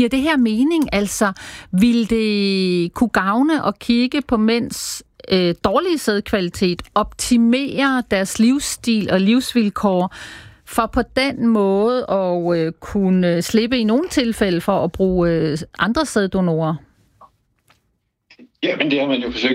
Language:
Danish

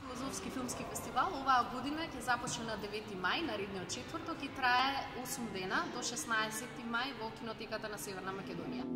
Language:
Macedonian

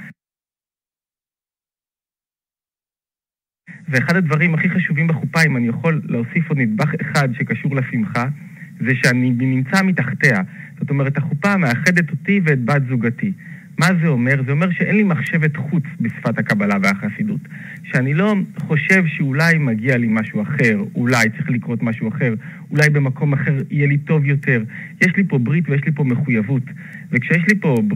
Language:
Hebrew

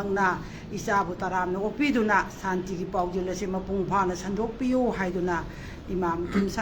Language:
Manipuri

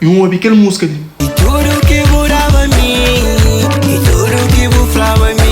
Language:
Kabuverdianu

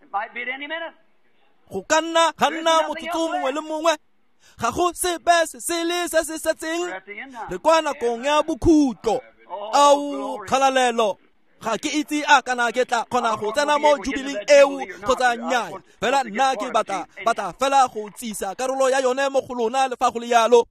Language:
Tswana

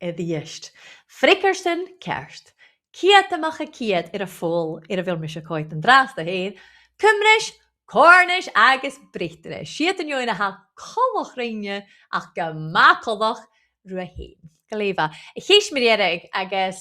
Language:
Scottish Gaelic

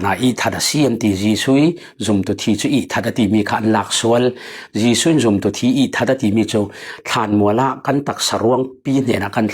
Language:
Falam Chin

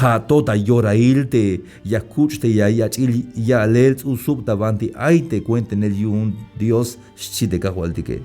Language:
Tzeltal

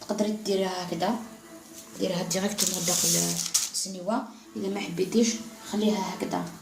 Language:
Algerian Arabic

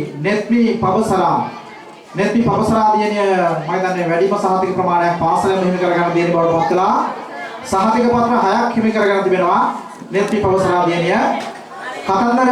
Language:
Sinhala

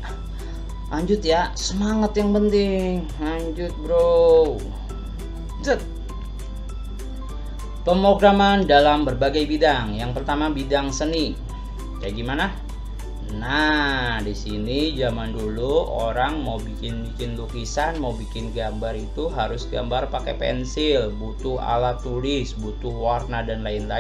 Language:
Indonesian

